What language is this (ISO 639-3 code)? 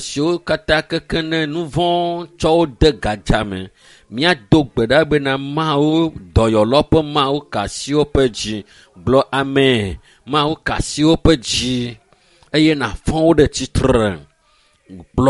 ewe